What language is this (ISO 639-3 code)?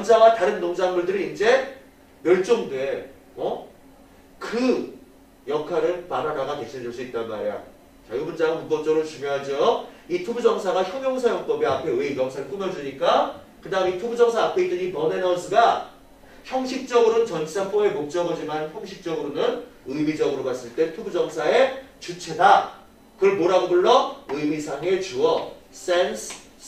kor